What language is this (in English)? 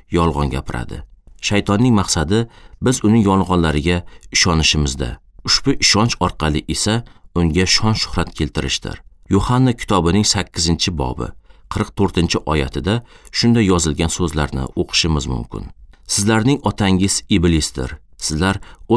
Uzbek